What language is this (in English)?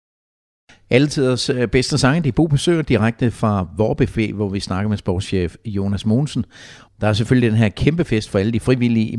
Danish